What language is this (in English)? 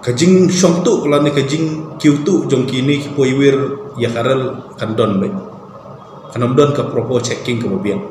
Khasi